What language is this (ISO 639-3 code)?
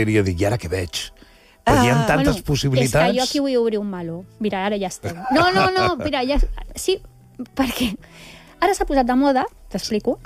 cat